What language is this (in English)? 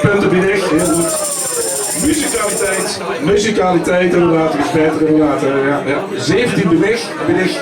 Limburgish